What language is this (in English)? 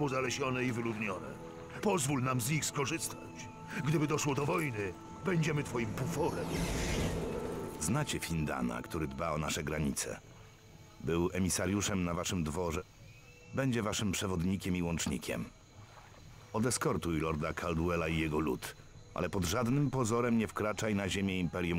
Polish